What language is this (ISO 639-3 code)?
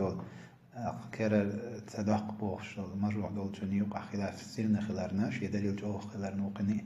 che